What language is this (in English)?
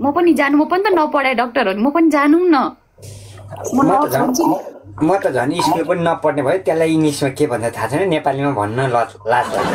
Nepali